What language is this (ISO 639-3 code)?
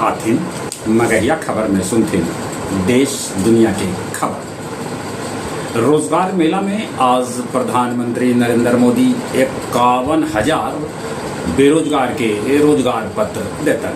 mag